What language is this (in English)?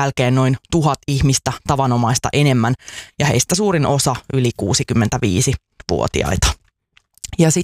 Finnish